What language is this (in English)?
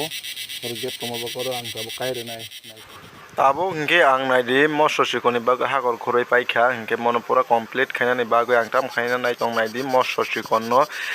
Kok Borok